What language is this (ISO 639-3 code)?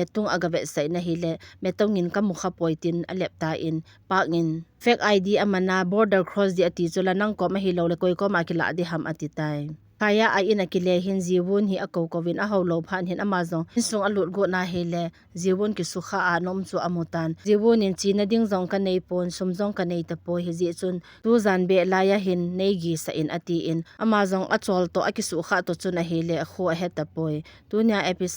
tcz